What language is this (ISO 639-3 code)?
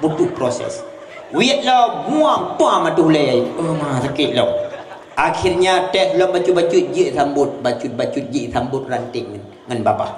ace